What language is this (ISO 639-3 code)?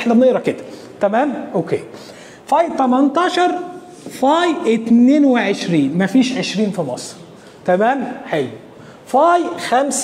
arz